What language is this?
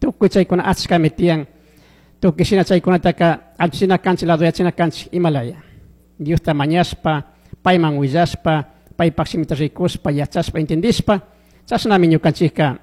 Chimborazo Highland Quichua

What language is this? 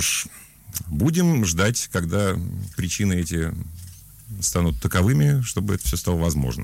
Russian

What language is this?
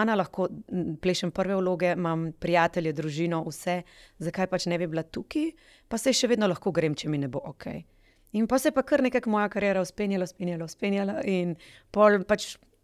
Slovenian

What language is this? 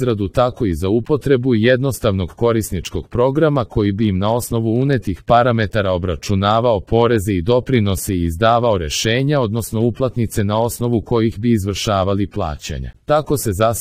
Serbian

